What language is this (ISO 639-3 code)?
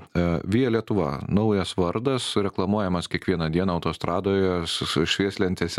lit